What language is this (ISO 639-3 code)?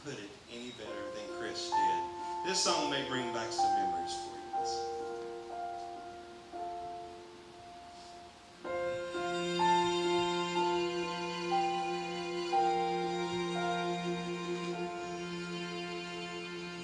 eng